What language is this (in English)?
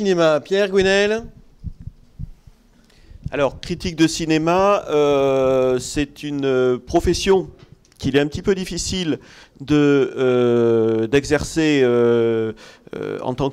French